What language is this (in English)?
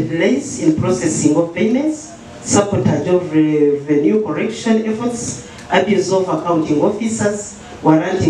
Nyankole